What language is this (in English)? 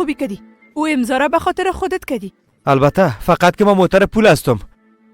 Persian